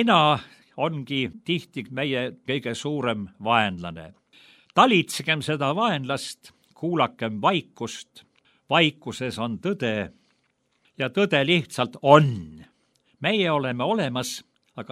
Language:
Estonian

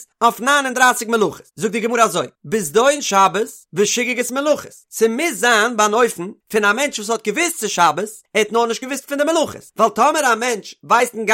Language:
Yiddish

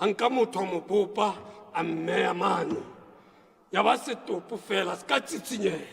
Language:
Southern Sotho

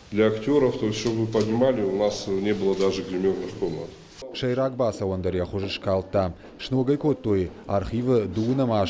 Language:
Ossetic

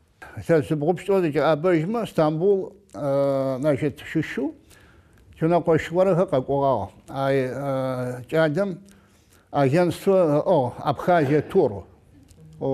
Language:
Adyghe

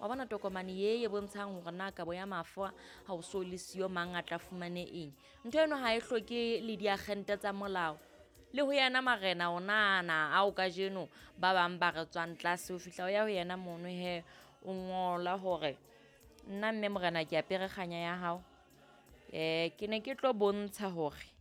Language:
Southern Sotho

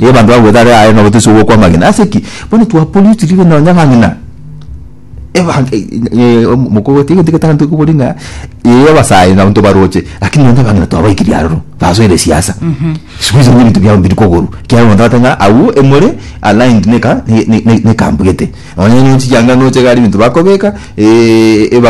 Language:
Gusii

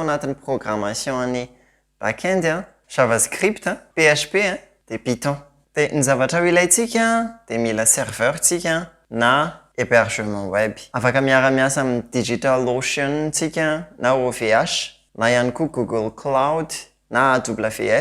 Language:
Malagasy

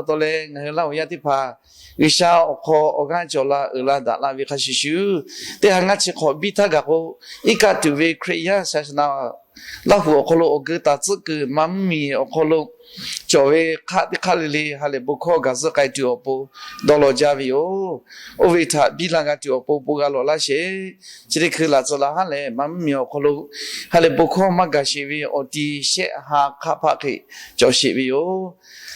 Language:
Lahu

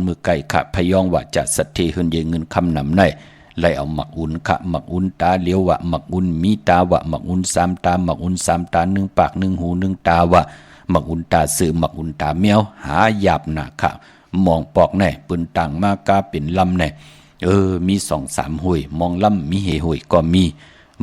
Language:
Shan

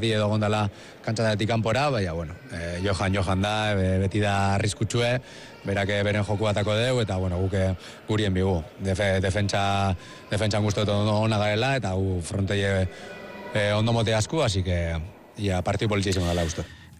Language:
Basque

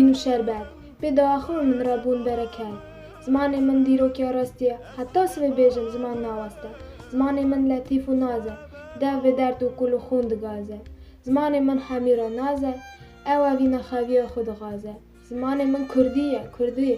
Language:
Kurdish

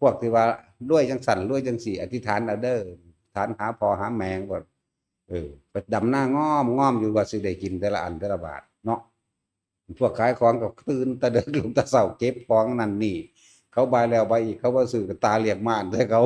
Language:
Northeastern Thai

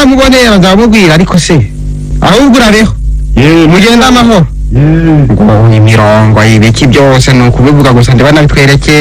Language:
Kinyarwanda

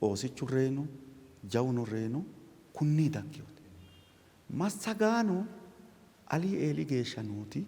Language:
Sidamo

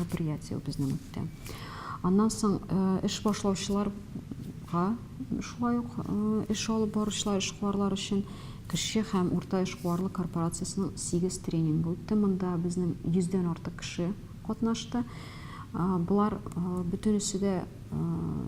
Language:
Tatar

